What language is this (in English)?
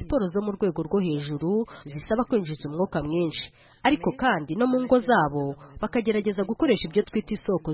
Kinyarwanda